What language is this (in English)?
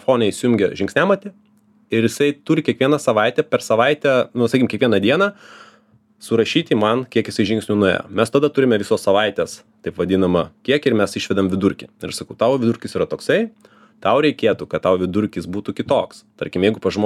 Lithuanian